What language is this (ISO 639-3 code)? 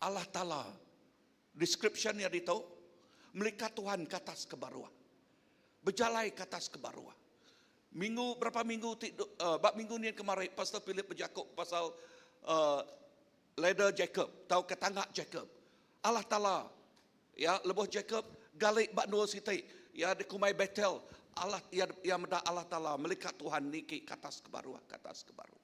iba